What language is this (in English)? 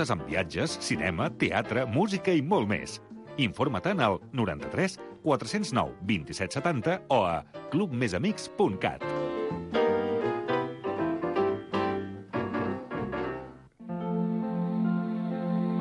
Catalan